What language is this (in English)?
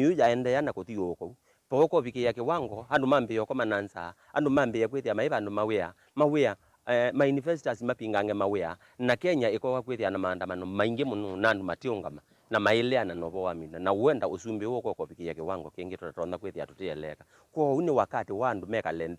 Kamba